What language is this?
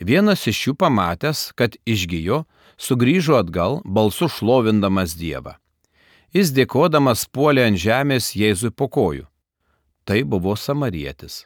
Lithuanian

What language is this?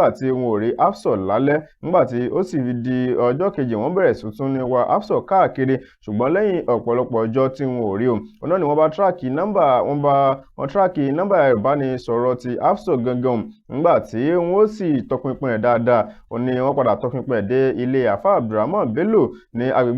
Yoruba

